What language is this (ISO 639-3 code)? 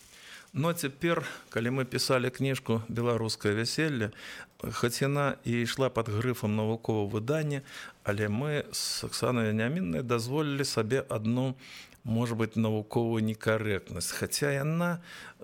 bel